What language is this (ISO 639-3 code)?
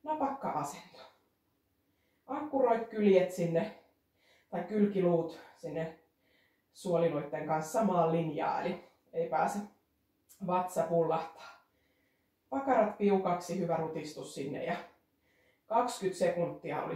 fin